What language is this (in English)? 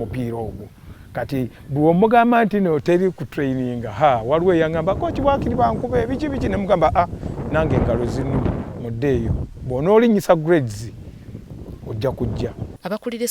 Ganda